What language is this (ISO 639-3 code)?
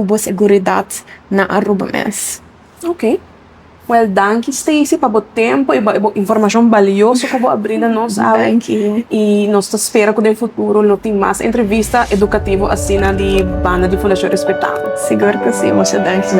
pap